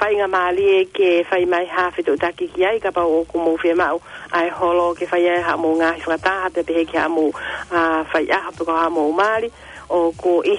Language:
Tongan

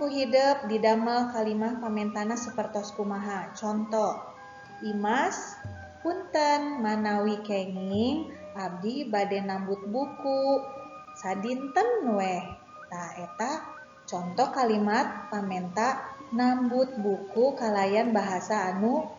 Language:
Sundanese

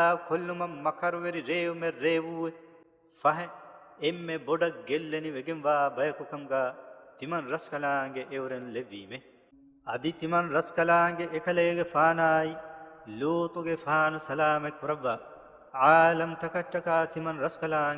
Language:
Divehi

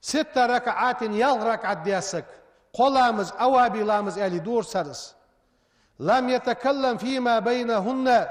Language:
Ingush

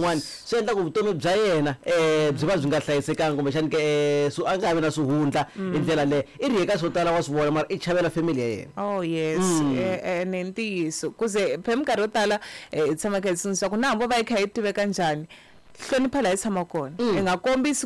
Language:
Tsonga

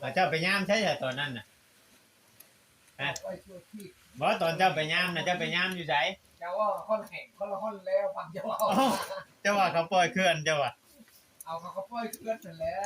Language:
Lao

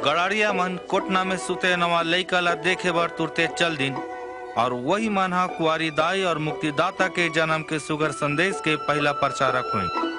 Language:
Chhattisgarhi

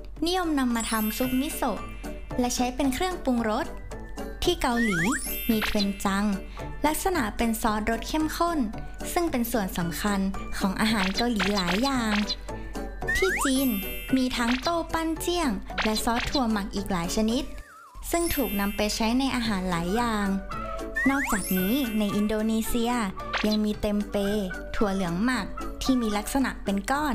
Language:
Thai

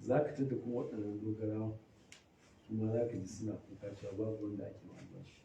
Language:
Hausa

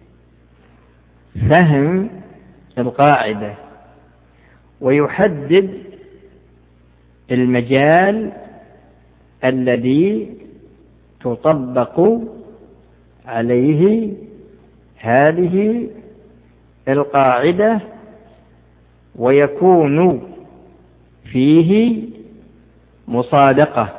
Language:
Arabic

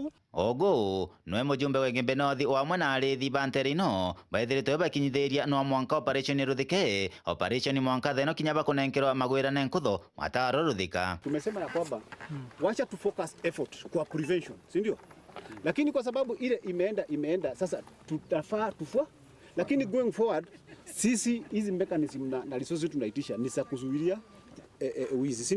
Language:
Meru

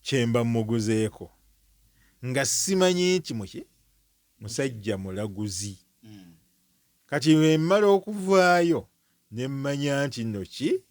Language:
Ganda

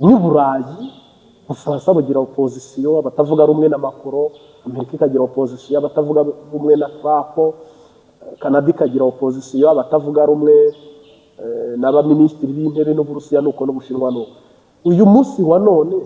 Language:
Kinyarwanda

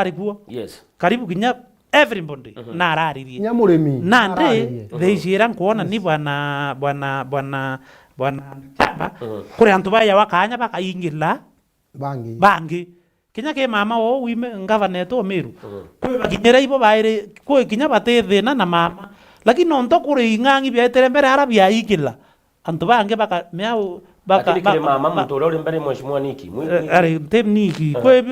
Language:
Meru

